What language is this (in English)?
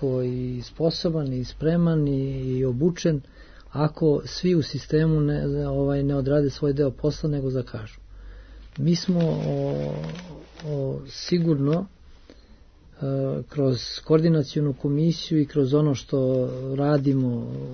Serbian